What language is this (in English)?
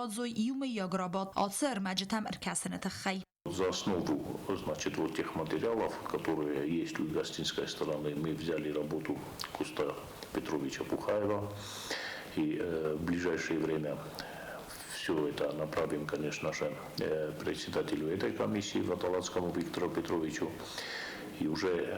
Ossetic